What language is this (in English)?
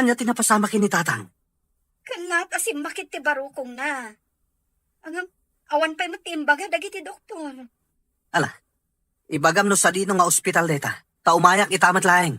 Iloko